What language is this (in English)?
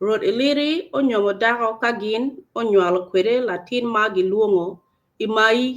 Acoli